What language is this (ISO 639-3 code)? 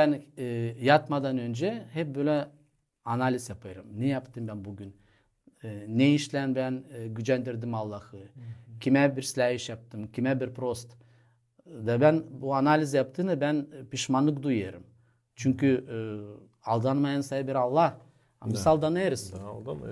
gag